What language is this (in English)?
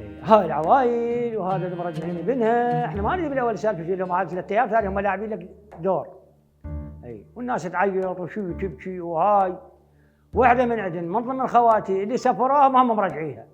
Mesopotamian Arabic